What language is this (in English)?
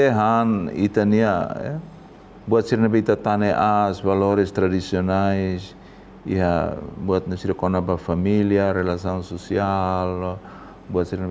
Tetum